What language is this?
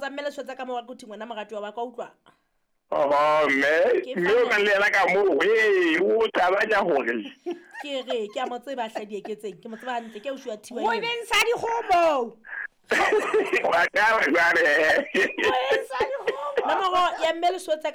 Southern Sotho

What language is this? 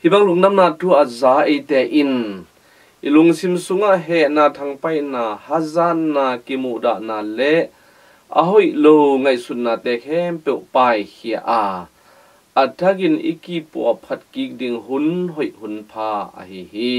Tedim Chin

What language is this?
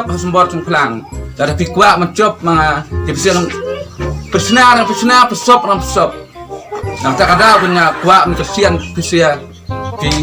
Khasi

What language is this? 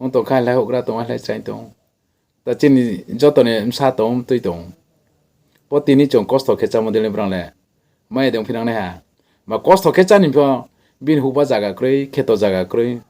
Riang (India)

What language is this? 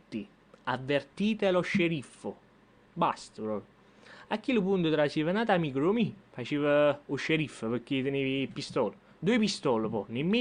Neapolitan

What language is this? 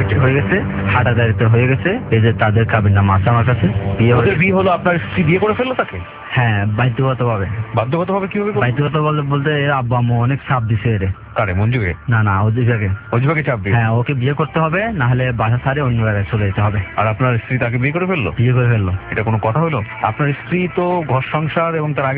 Bangla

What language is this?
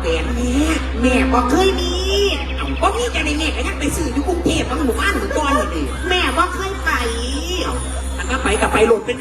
Northeastern Thai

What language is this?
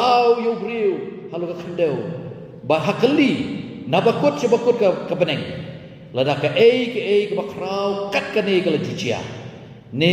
Khasi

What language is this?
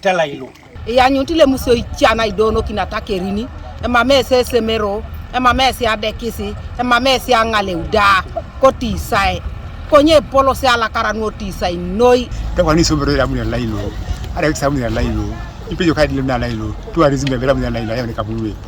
Teso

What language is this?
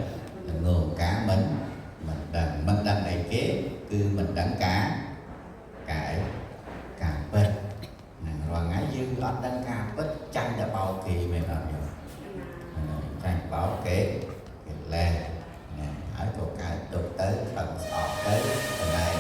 Khmer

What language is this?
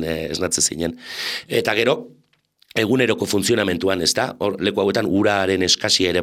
Basque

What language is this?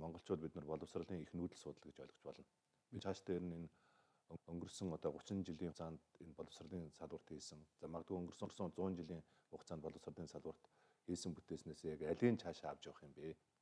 Mongolian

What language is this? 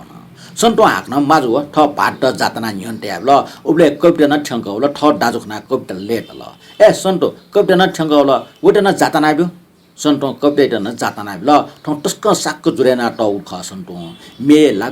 Newari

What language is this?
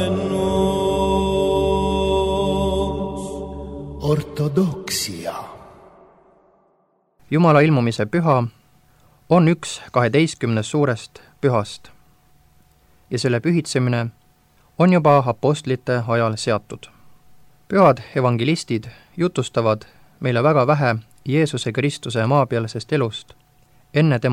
Estonian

